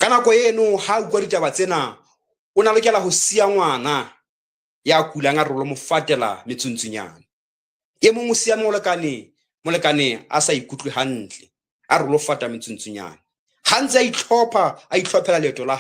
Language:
Southern Sotho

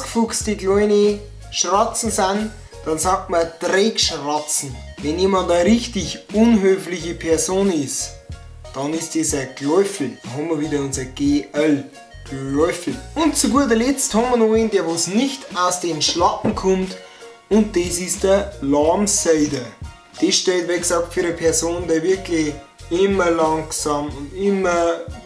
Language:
Bavarian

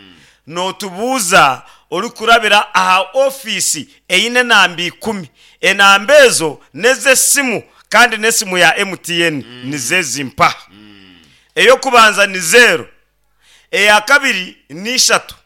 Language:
Nyankole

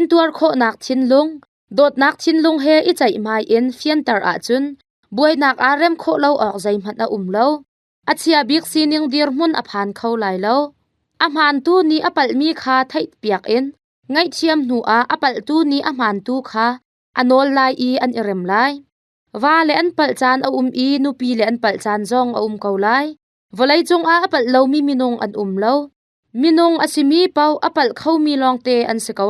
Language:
Hakha Chin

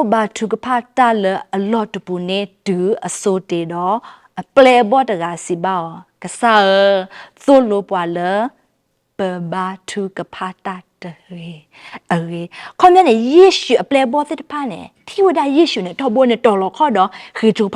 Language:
S'gaw Karen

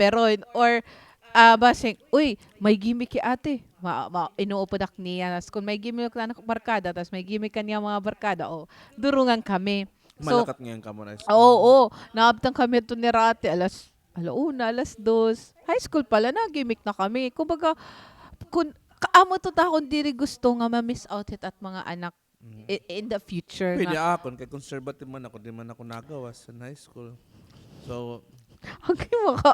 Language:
Waray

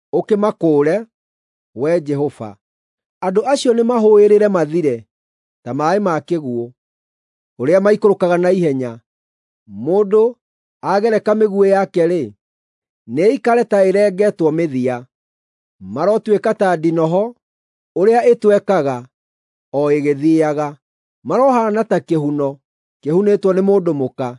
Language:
Kikuyu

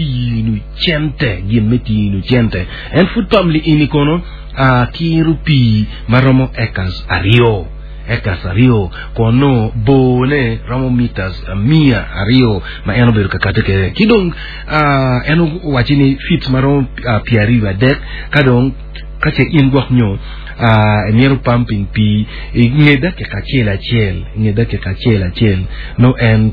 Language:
Acoli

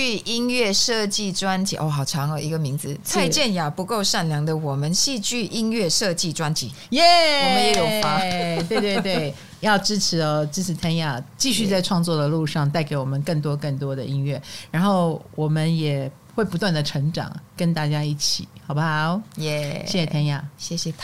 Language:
Chinese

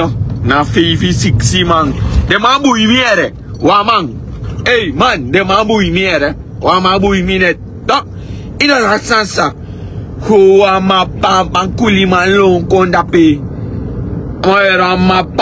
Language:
Sranan Tongo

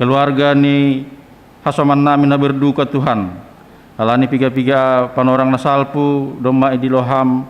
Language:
Batak Simalungun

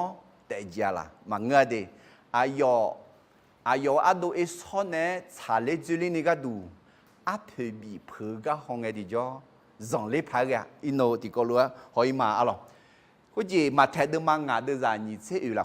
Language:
Akha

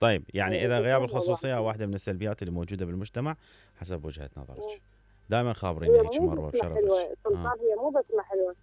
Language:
Mesopotamian Arabic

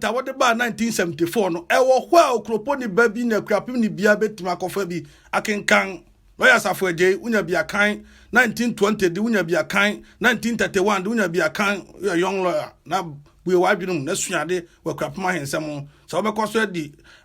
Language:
Akan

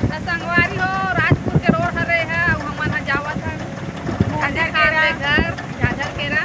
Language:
Chhattisgarhi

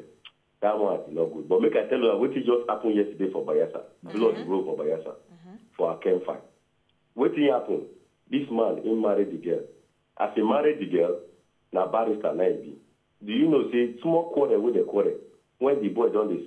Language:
Nigerian Pidgin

